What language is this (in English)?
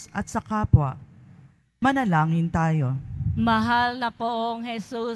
Filipino